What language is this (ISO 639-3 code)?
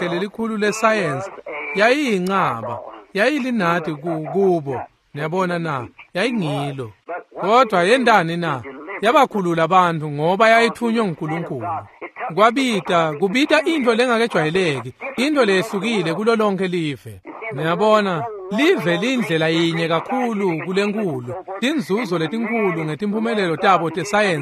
ssw